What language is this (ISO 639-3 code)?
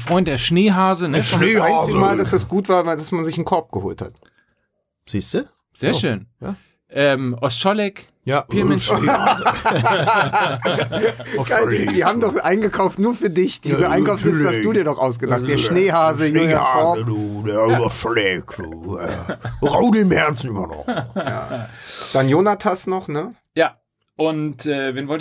deu